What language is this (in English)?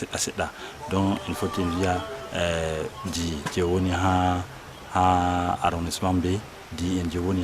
Fula